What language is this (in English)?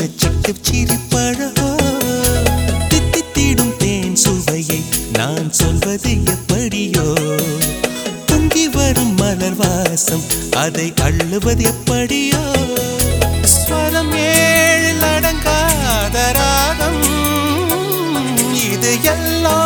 Tamil